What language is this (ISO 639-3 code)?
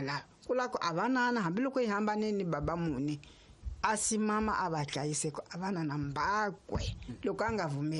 tso